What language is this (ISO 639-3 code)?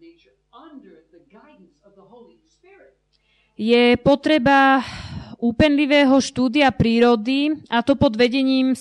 slk